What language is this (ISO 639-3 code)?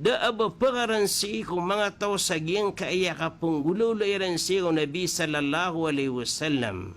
mrw